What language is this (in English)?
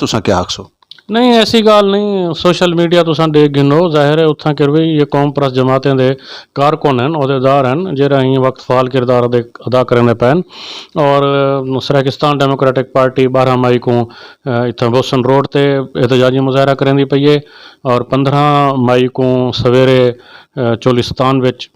Saraiki